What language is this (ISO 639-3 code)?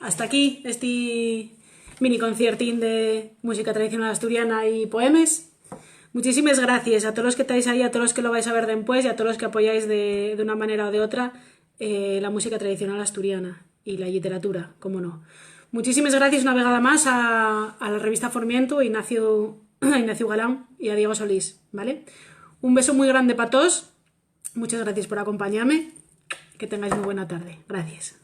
ast